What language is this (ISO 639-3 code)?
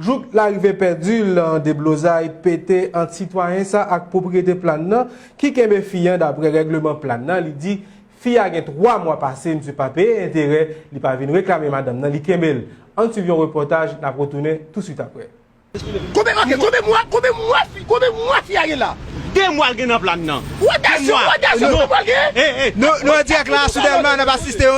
hat